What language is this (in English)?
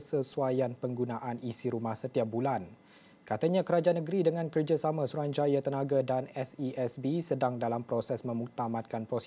Malay